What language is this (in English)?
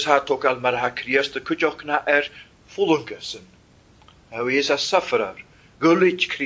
Welsh